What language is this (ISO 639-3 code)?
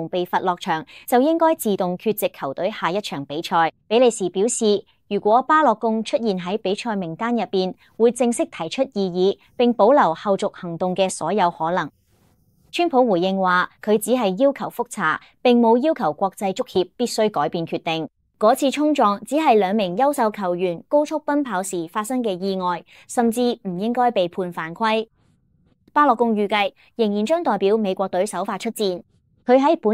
yue